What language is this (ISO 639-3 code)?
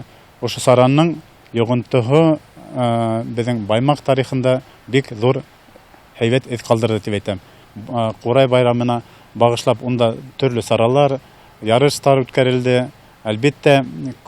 bak